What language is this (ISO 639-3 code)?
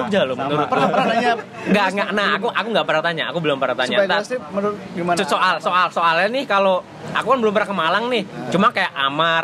ind